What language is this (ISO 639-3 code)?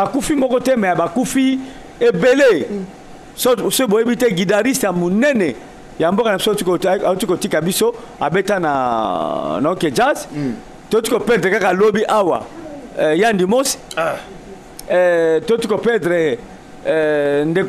lin